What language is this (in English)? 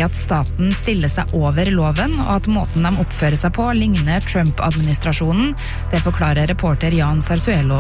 Norwegian